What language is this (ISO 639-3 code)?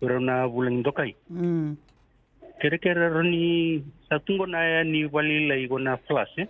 fij